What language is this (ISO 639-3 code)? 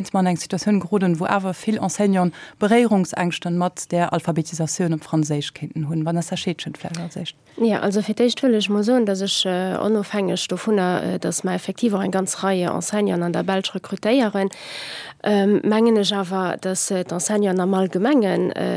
ltz